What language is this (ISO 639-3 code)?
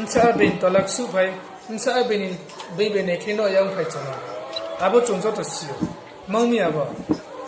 ria